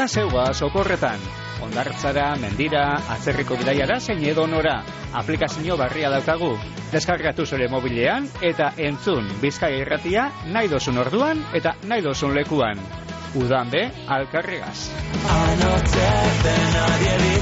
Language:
Basque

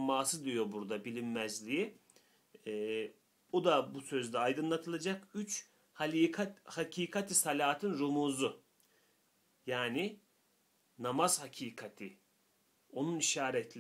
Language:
Turkish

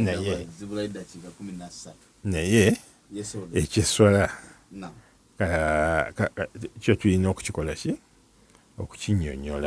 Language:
Ganda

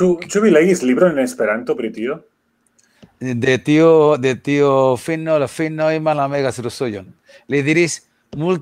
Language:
Esperanto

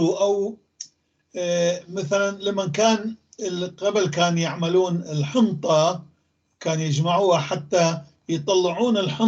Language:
North Levantine Arabic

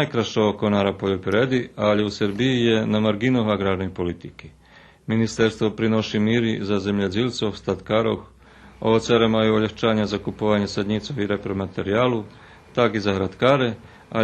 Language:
Rusyn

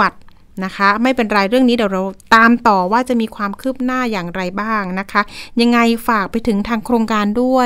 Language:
Thai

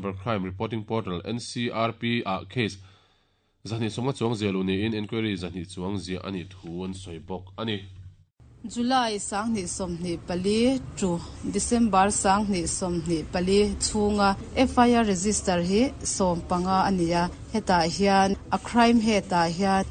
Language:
Mizo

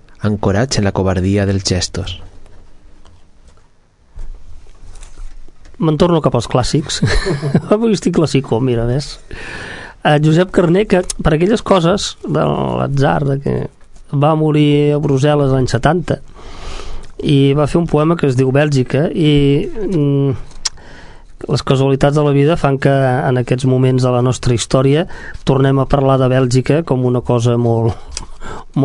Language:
Catalan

